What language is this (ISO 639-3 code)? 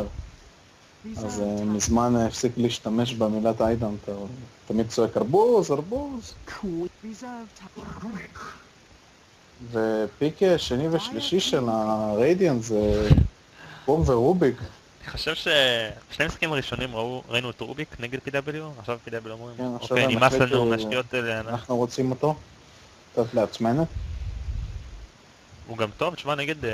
heb